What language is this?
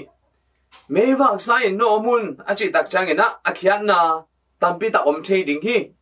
Tedim Chin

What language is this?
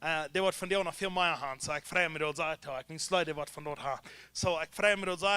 Plautdietsch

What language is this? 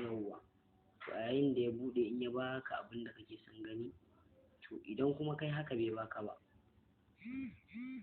Hausa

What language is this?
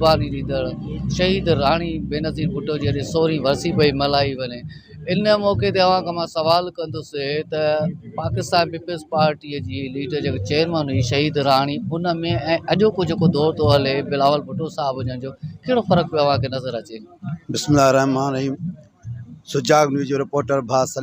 Sindhi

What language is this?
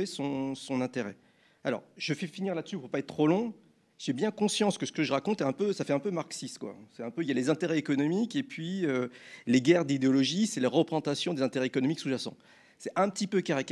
French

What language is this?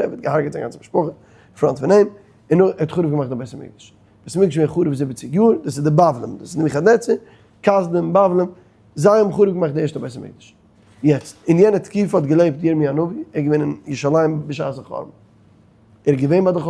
Yiddish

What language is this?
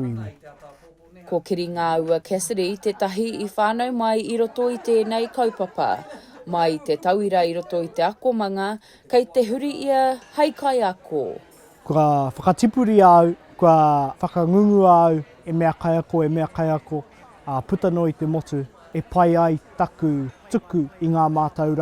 Māori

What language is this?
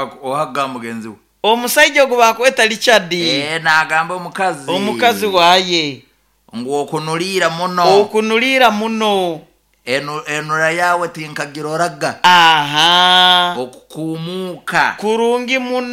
Nyoro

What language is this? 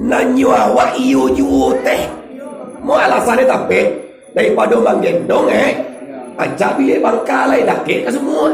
Minangkabau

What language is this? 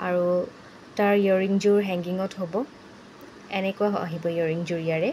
Assamese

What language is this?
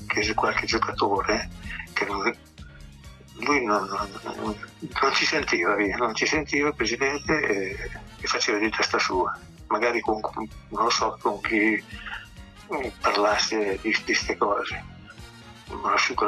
Italian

